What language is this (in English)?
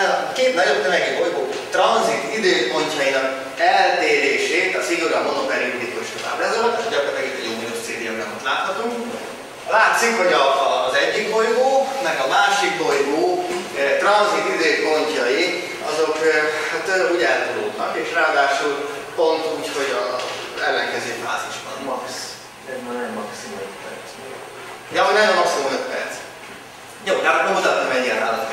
Hungarian